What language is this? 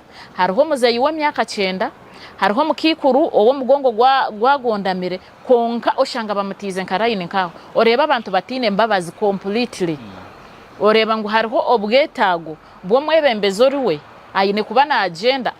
Nyankole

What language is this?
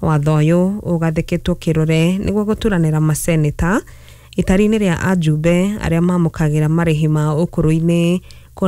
Kikuyu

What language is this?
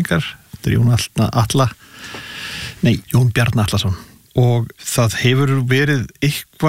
Icelandic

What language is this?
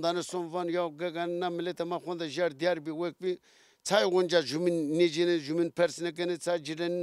Zaza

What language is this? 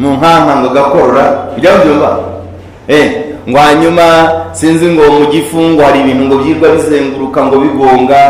Kinyarwanda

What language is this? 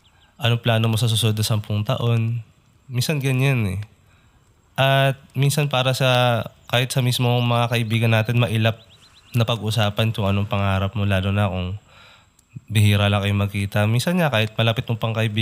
Filipino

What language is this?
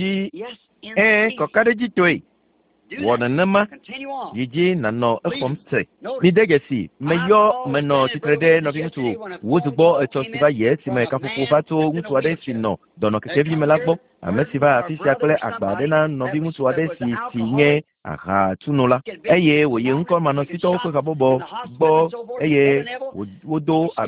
Ewe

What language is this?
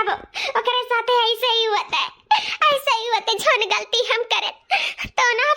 Awadhi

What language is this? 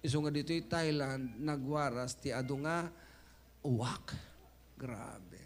Iloko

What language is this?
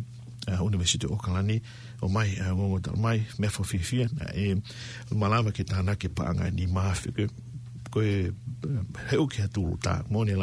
Tongan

